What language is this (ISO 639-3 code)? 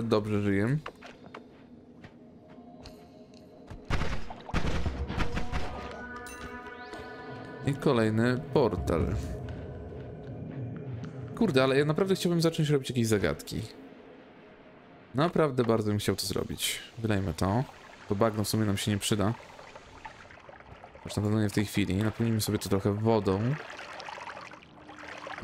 pol